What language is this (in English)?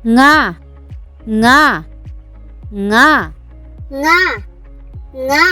Waray